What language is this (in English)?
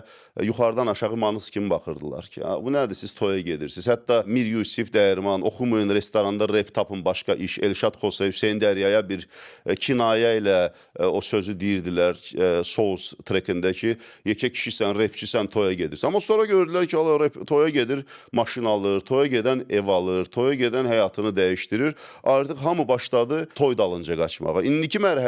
Azerbaijani